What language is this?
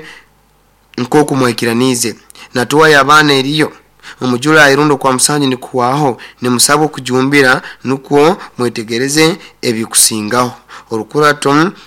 Nyoro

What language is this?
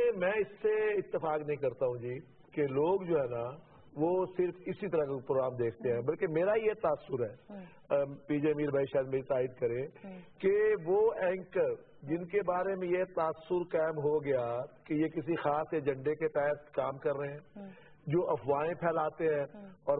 Urdu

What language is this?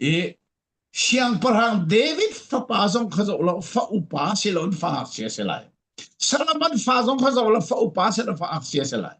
Falam Chin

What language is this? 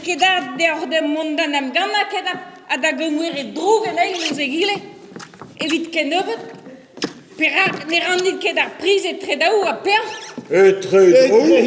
Breton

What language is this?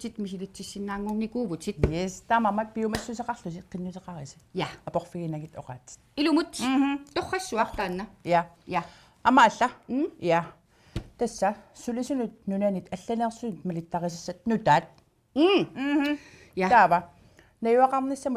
Kalaallisut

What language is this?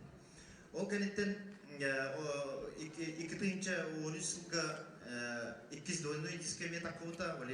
Yakut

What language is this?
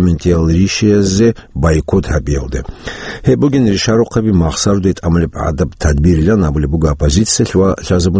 Avaric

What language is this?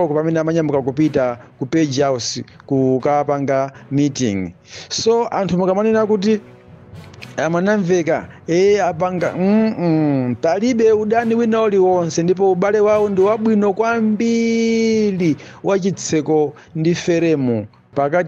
Nyanja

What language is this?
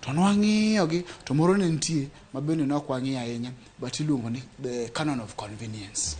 Luo (Kenya and Tanzania)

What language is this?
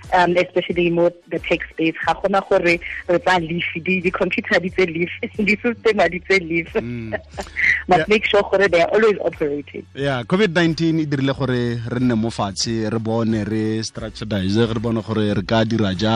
Tswana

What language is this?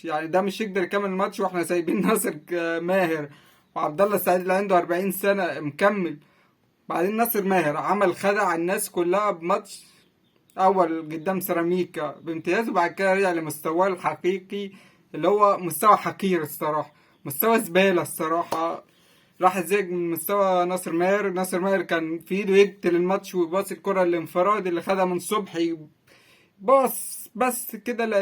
Egyptian Arabic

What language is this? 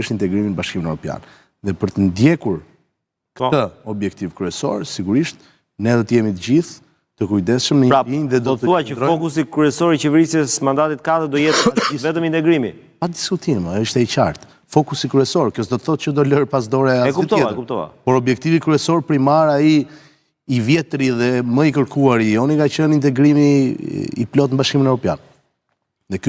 Albanian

